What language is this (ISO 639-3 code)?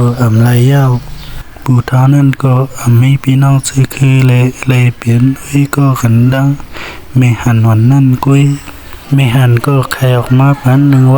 shn